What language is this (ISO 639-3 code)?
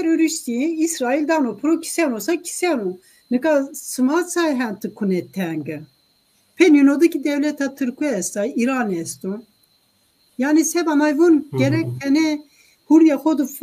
zza